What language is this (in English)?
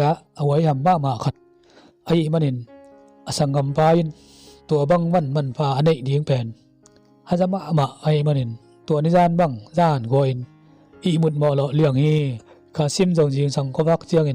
Tedim Chin